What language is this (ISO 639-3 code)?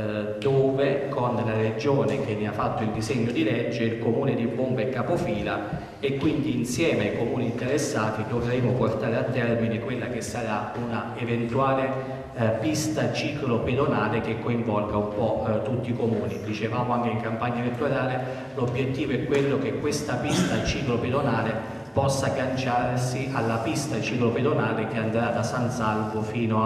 ita